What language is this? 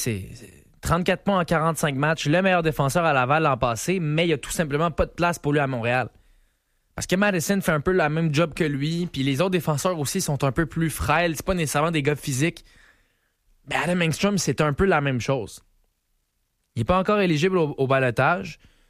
French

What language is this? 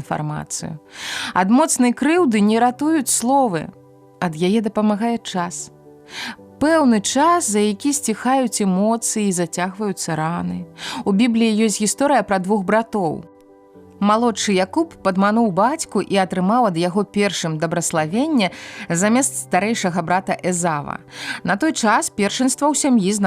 Belarusian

